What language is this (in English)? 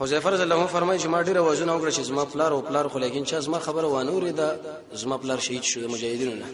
Pashto